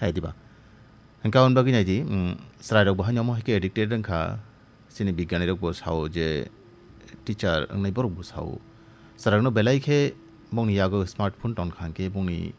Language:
Kok Borok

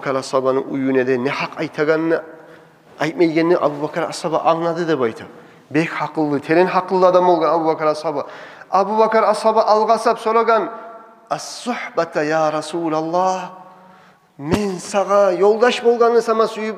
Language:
Kumyk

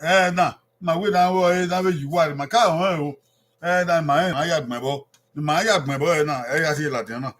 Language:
Bini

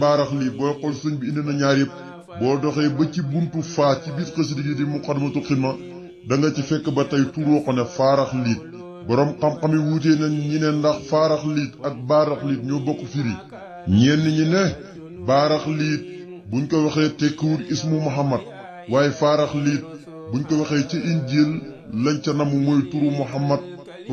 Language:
Wolof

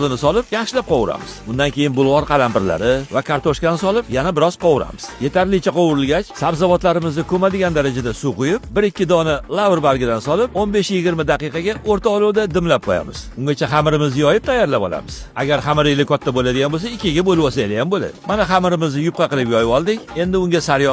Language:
Uzbek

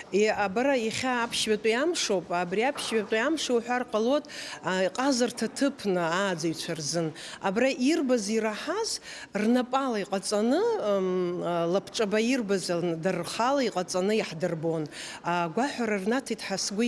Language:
Abkhazian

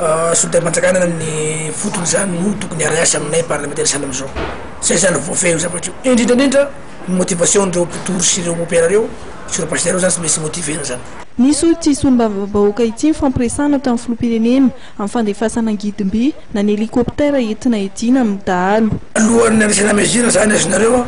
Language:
Malagasy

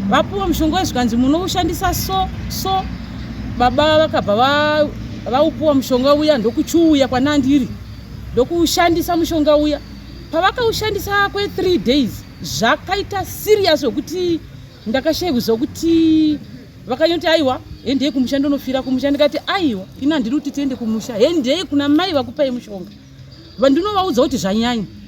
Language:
Shona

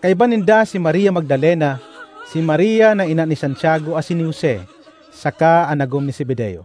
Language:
Bikol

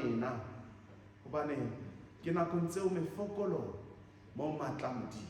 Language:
Southern Sotho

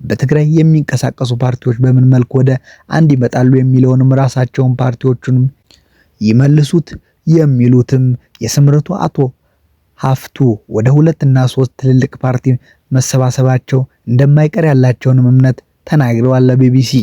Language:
Amharic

